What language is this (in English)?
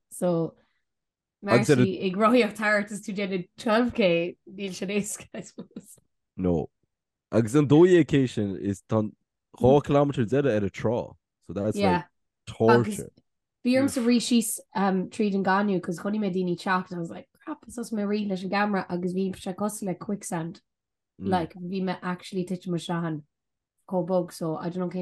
Irish